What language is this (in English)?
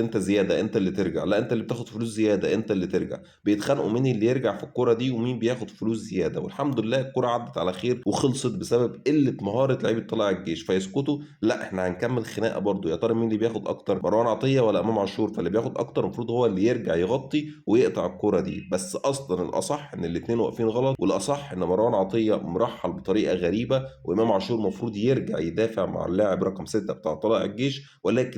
Egyptian Arabic